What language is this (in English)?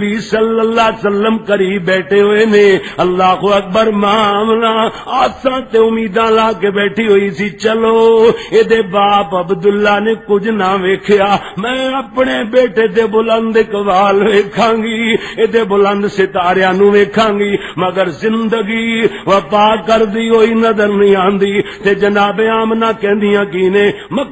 Western Panjabi